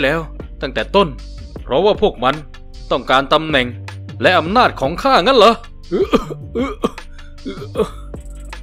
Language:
Thai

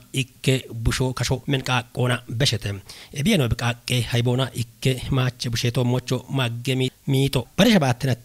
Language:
Kafa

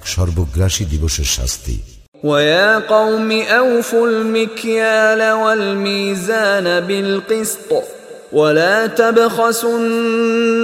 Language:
Bangla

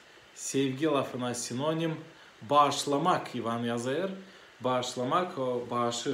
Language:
Gagauz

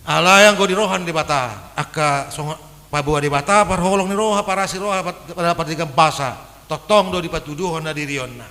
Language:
Batak Toba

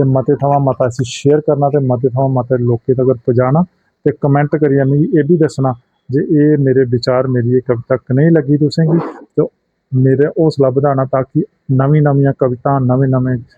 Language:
Dogri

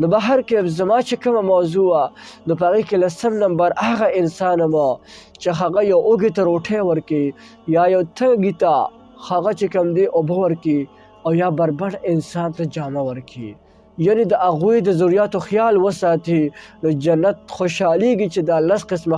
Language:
Pashto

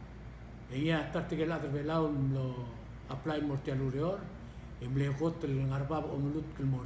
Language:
Palauan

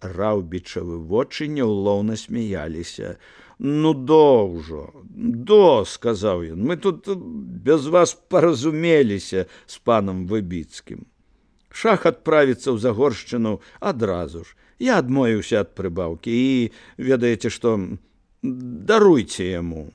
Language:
Belarusian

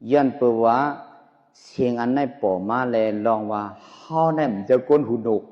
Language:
Shan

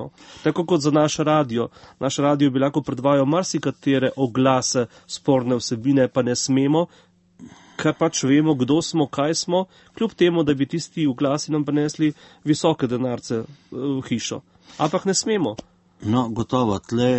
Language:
Slovenian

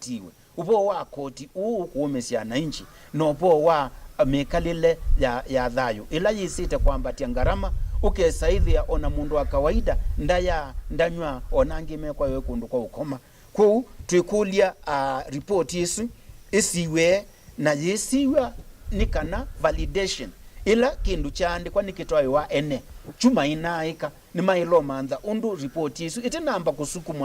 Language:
Kamba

